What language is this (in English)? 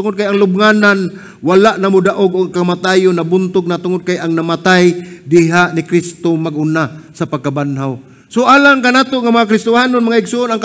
Cebuano